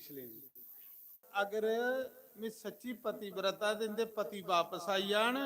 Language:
Dogri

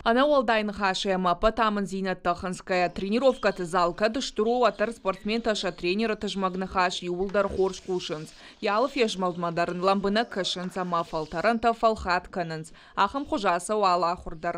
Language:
Ossetic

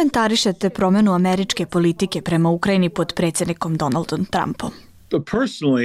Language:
Bosnian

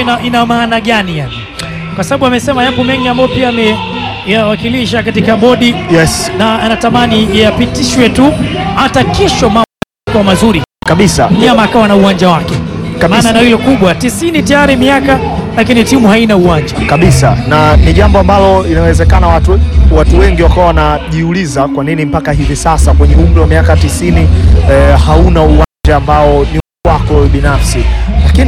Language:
Swahili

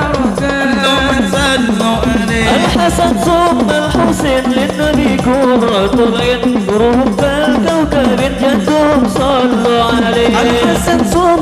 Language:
Banjar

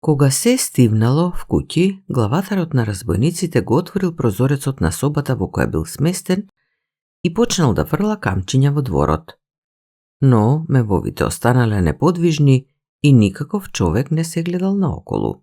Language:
Macedonian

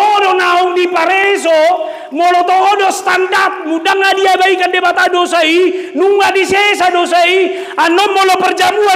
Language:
Batak Toba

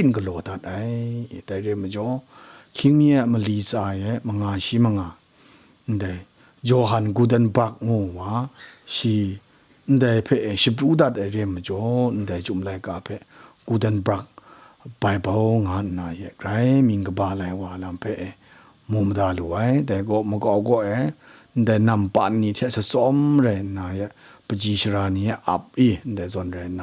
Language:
Kachin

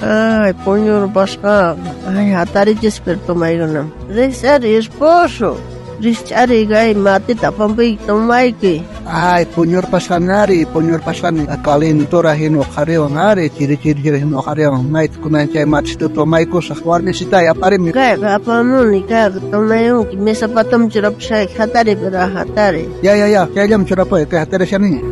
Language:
South Bolivian Quechua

